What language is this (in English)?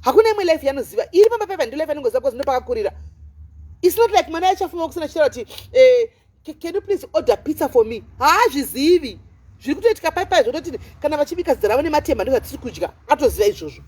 Shona